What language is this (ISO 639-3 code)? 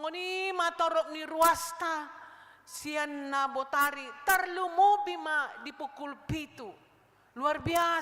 bbc